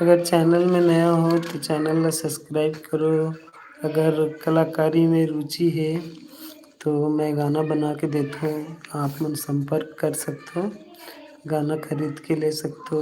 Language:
Chhattisgarhi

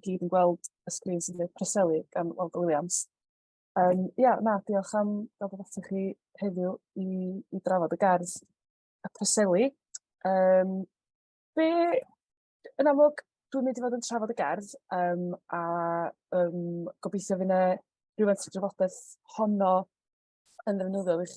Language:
Welsh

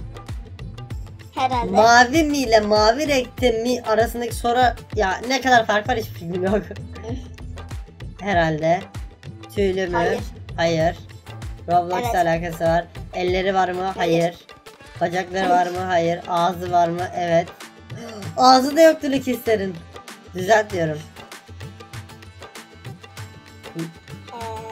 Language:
Turkish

